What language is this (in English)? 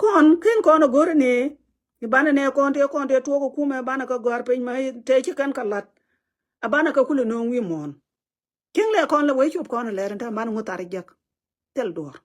Nuer